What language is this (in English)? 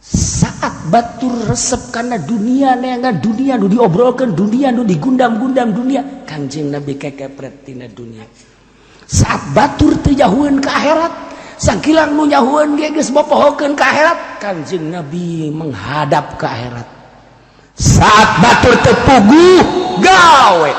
Sundanese